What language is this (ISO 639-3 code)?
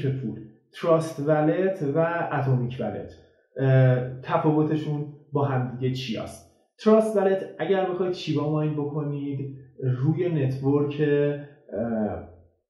fas